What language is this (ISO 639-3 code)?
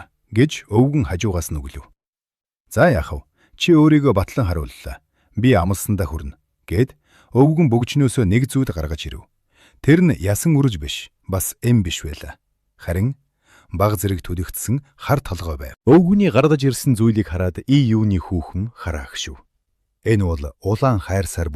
mon